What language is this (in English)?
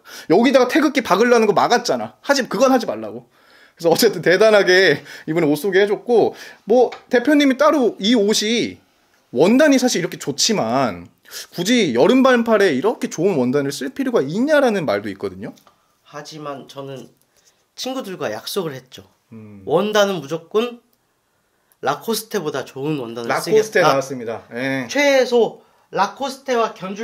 Korean